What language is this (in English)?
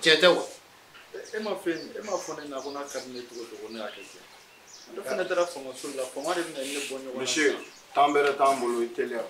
Bambara